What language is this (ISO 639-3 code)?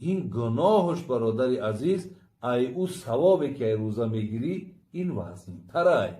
tgk